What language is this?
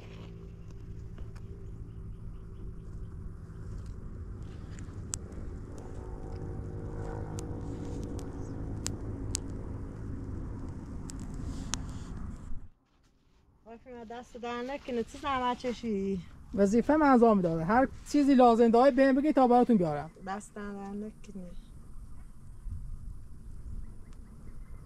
Persian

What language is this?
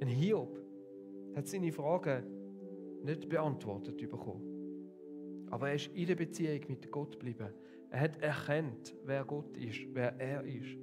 Swiss German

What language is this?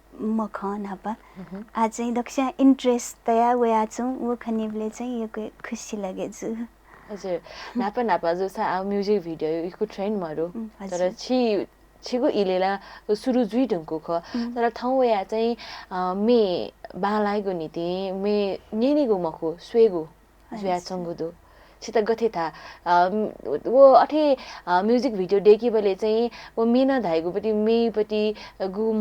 Newari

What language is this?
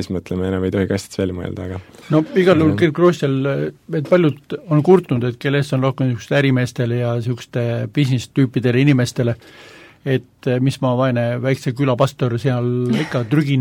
Estonian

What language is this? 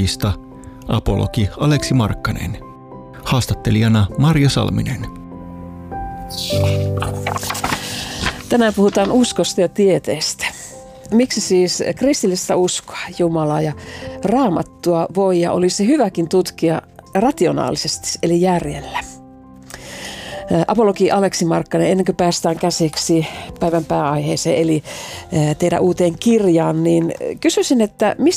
Finnish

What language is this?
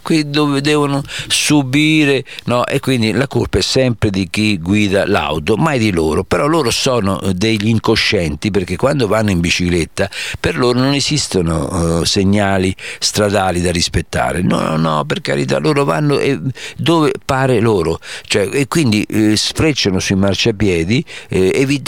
Italian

